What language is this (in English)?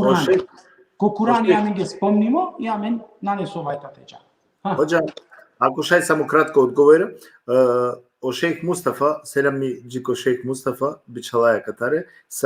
Balkan Romani